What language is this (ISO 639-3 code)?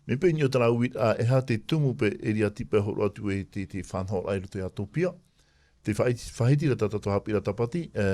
tah